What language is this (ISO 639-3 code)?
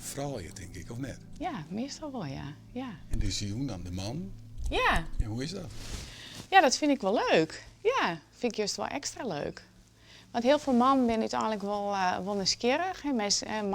fry